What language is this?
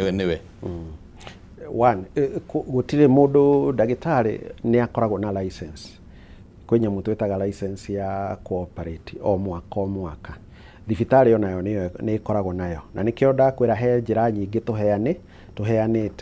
Kikuyu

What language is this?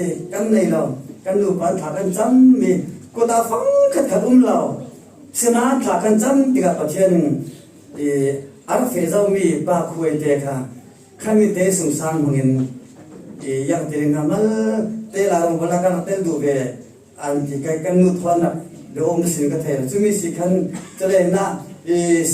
Falam Chin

